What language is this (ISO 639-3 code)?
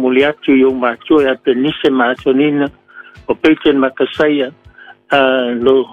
smo